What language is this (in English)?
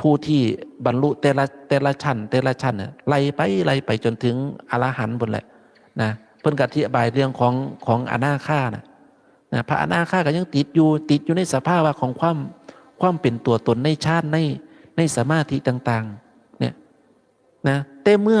Northeastern Thai